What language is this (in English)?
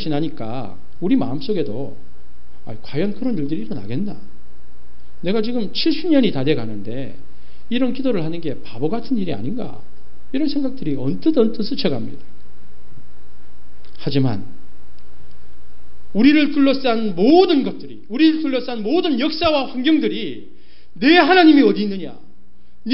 Korean